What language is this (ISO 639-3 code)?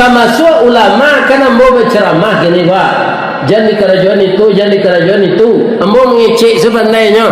min